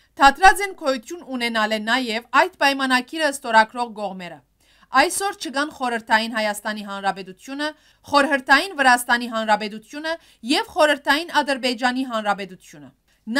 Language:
Western Armenian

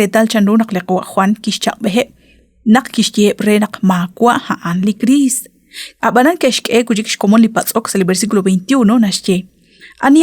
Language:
Kekchí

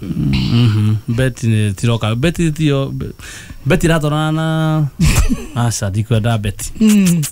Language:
Kikuyu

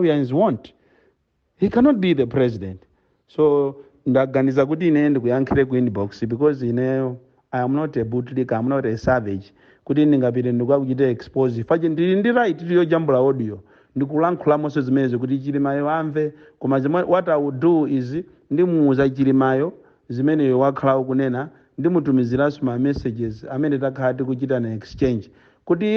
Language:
Nyanja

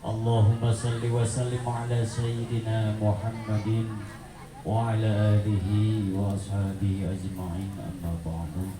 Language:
Sundanese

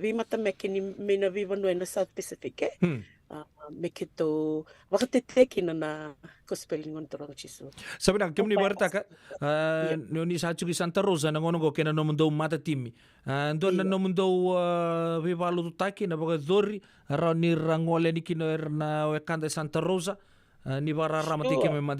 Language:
Fijian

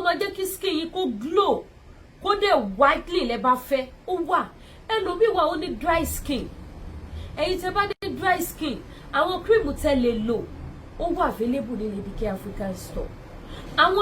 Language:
Yoruba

